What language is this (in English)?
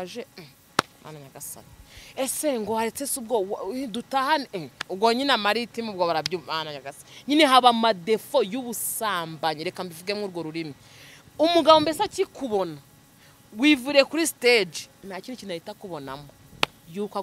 Kinyarwanda